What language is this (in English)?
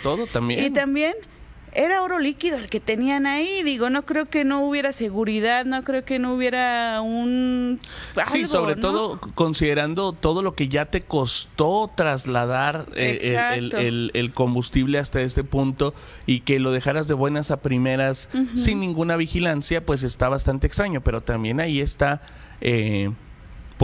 Spanish